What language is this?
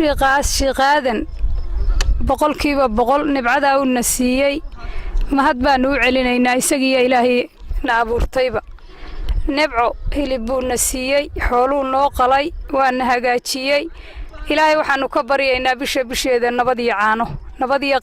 Somali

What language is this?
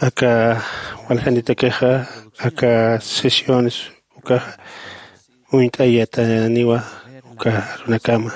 Aymara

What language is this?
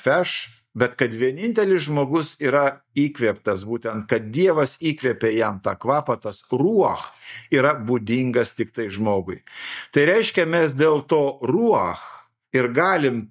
Lithuanian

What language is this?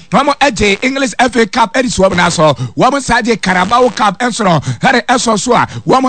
Akan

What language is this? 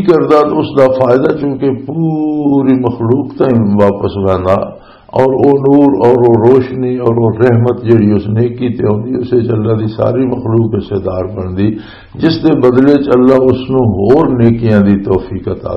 Western Panjabi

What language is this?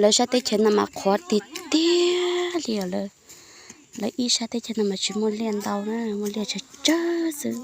Hmong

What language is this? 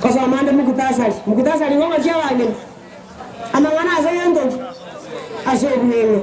Gusii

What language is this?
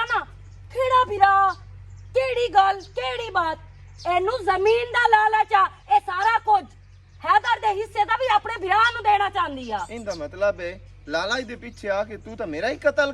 Western Panjabi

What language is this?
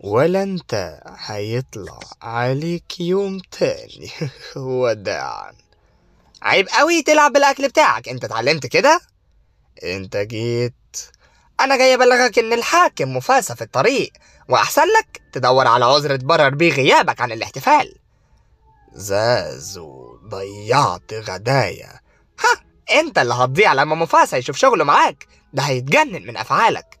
Egyptian Arabic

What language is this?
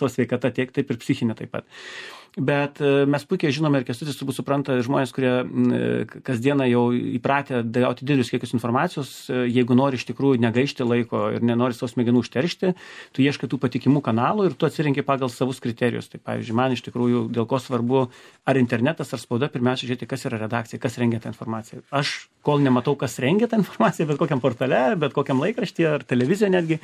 Lithuanian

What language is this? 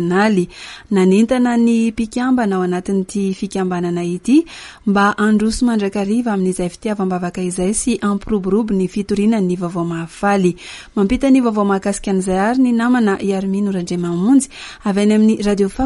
Malagasy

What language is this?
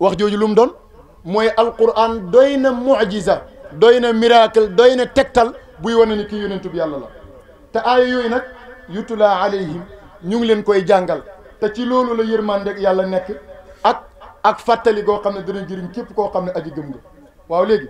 Wolof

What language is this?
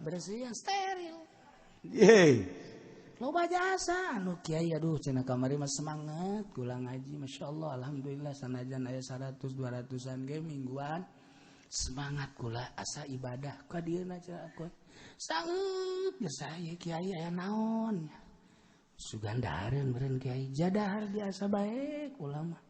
Sundanese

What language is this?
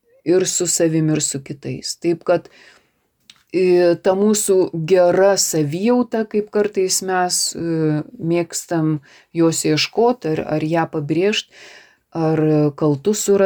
Lithuanian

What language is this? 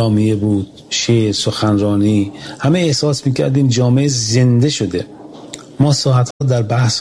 Persian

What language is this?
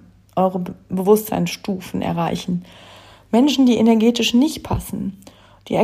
German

